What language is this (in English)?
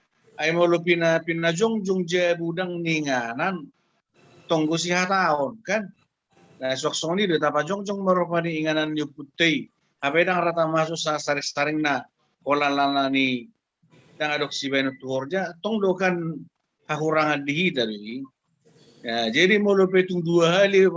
Batak Toba